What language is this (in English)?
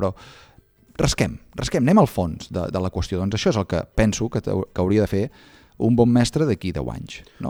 Catalan